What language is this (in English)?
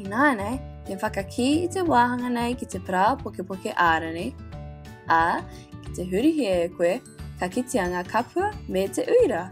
Māori